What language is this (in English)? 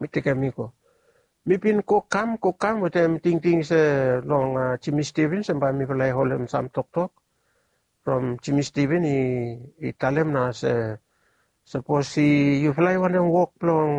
Bislama